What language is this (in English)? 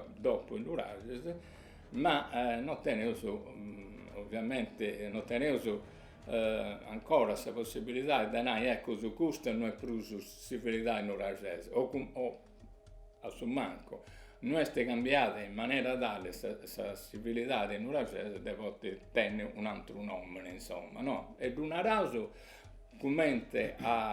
Sardinian